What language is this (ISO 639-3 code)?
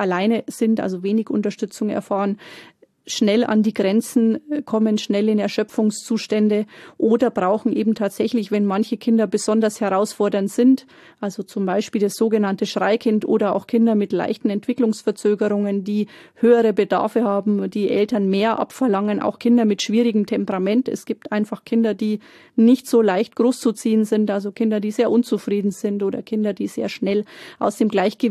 deu